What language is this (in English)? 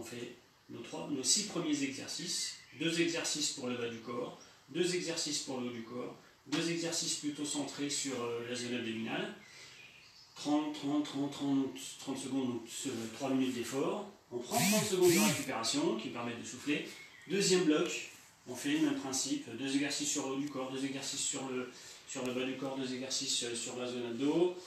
French